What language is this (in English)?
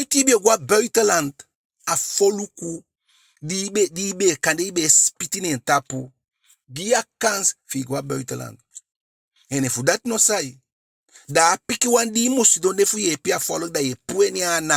Eastern Maroon Creole